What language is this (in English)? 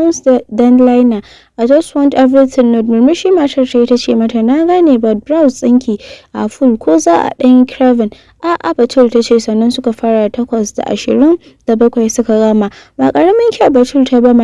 Hausa